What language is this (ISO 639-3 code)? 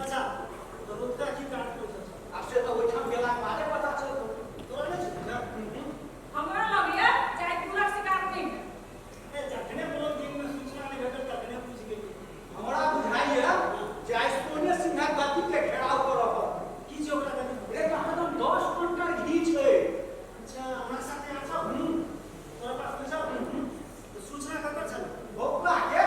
mai